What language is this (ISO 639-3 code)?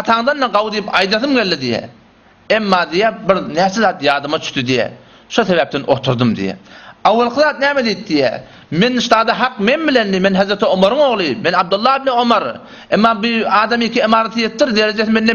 tuk